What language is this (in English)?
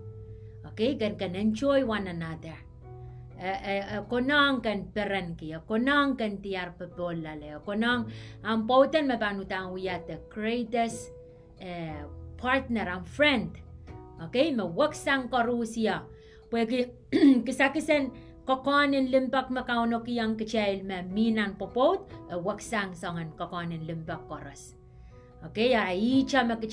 Pohnpeian